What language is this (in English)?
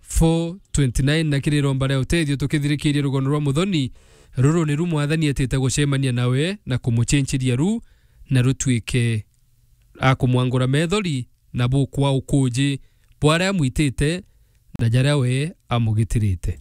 Meru